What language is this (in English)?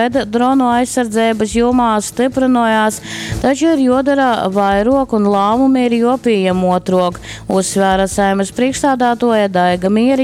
Latgalian